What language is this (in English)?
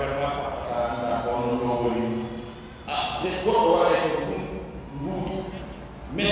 Pular